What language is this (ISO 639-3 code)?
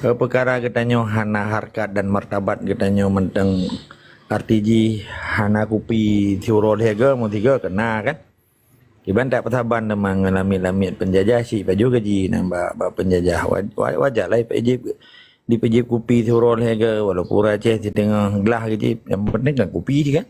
ace